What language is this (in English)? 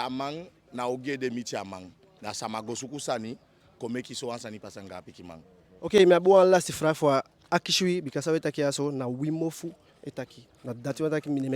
Eastern Maroon Creole